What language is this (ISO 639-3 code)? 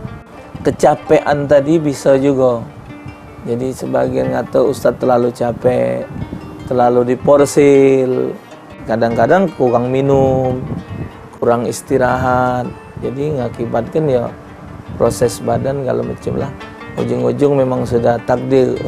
mui